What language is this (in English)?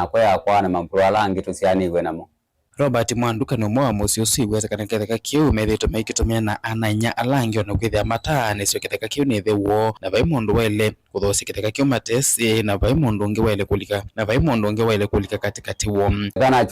Kamba